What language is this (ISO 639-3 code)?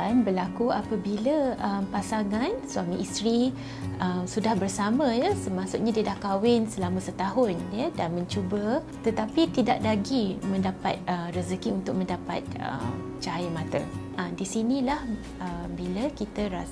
msa